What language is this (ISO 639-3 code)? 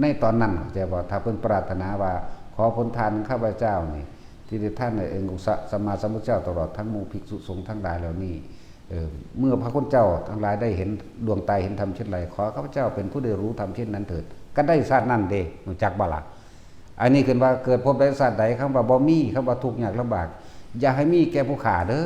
lao